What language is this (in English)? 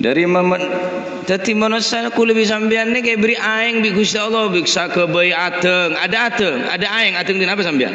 Madurese